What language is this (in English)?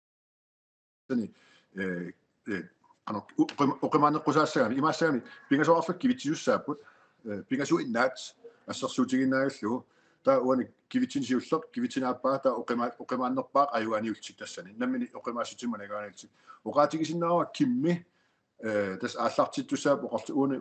Kalaallisut